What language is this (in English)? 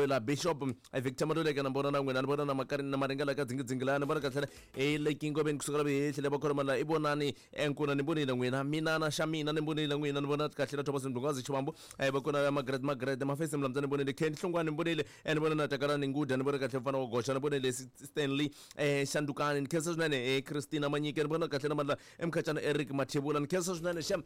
Tsonga